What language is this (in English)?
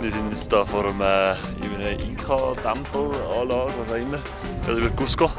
Swiss German